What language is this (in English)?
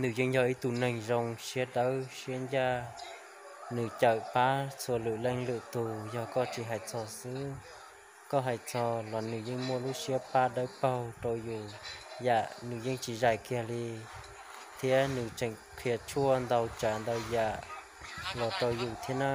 Hmong